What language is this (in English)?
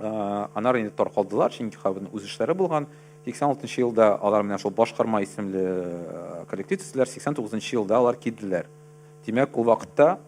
Tatar